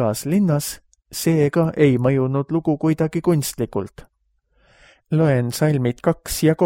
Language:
Estonian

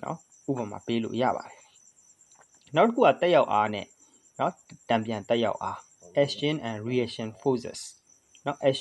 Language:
Burmese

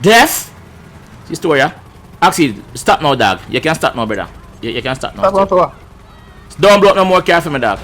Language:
Jamaican Creole English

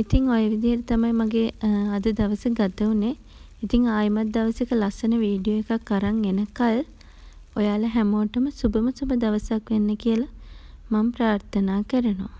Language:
Sinhala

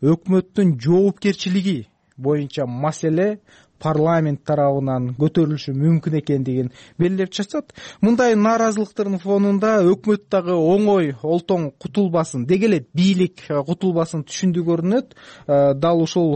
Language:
Kyrgyz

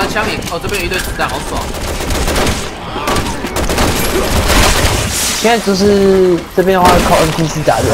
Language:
Chinese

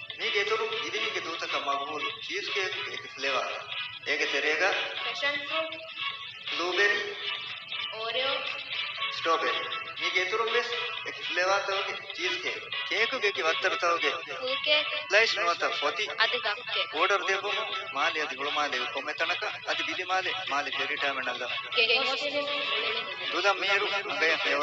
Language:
Divehi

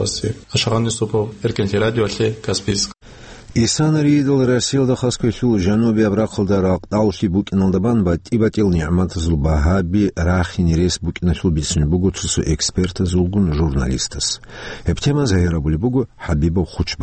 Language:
Avaric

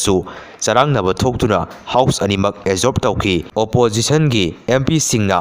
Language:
Manipuri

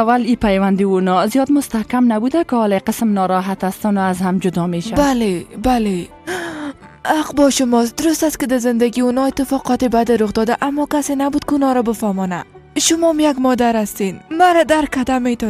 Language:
Persian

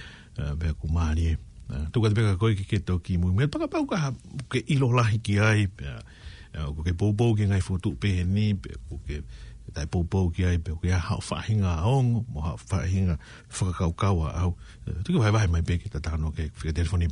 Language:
Tongan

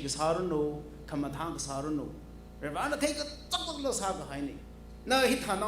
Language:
Tangkhul Naga (India)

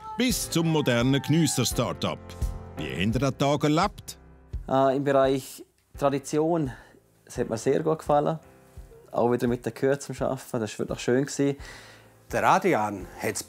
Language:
Swiss German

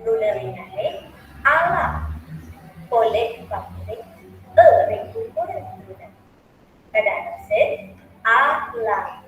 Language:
Balinese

